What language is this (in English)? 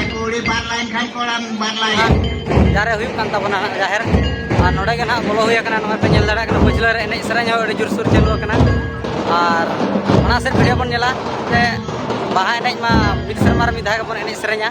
Santali